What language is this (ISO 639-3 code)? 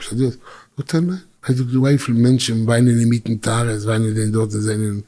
yid